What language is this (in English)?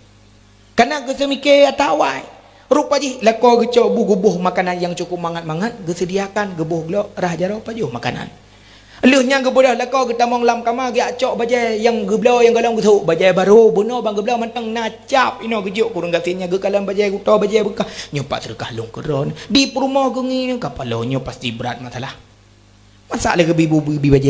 Achinese